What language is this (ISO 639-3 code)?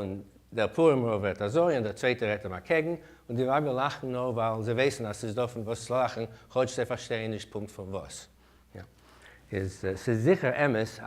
yid